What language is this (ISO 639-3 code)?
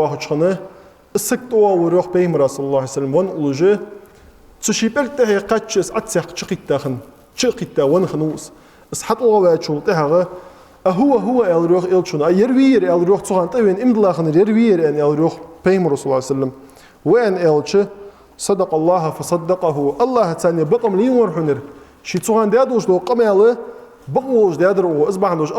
inh